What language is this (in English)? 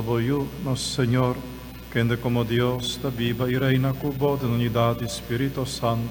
Papiamento